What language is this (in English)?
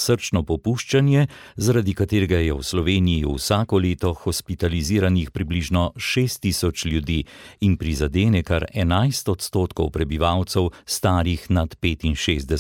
Slovenian